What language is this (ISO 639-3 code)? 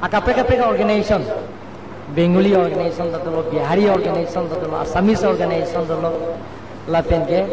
mjw